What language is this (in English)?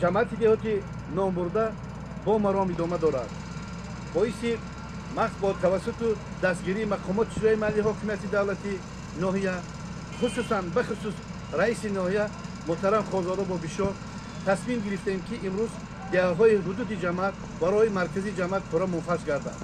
Tajik